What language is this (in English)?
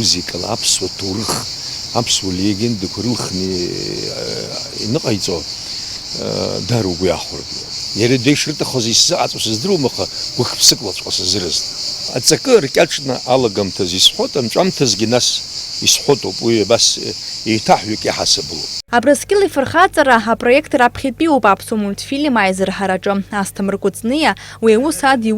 Abkhazian